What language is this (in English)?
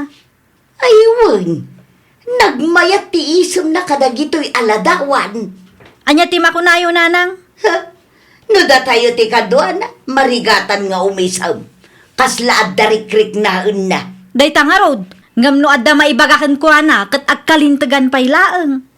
Iloko